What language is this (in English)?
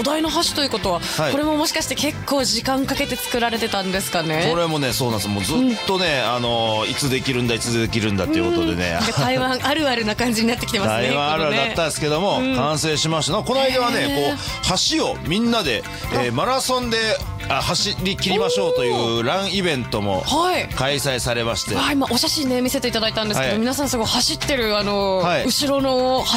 Japanese